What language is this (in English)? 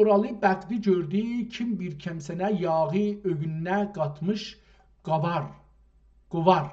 South Azerbaijani